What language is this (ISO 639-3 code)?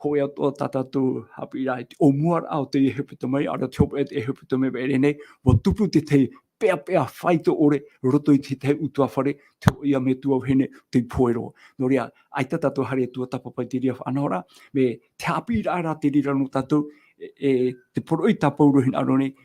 tah